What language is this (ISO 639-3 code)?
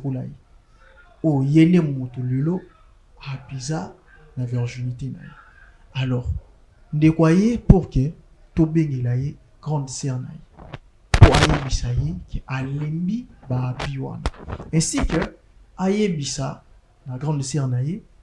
lin